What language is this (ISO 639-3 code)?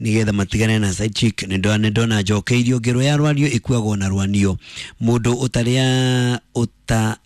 kik